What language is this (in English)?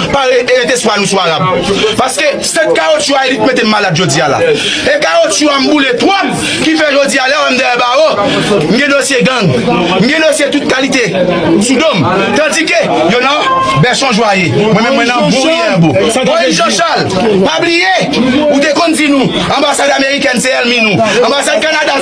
Haitian Creole